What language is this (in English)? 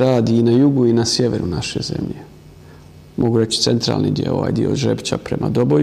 Bosnian